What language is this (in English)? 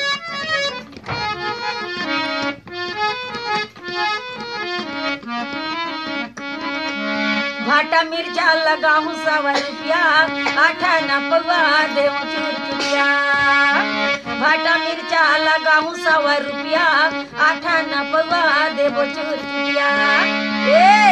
Chhattisgarhi